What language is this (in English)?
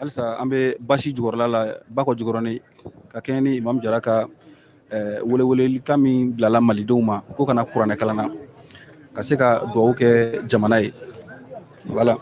Bambara